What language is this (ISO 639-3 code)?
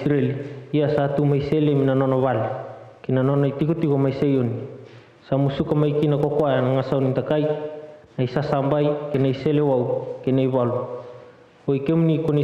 fij